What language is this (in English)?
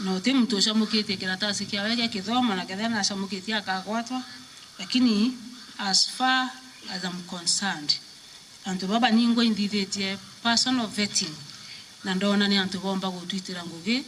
Meru